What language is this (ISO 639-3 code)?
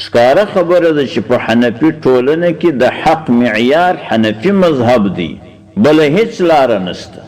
pus